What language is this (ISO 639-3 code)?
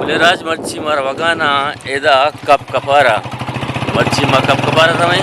bgp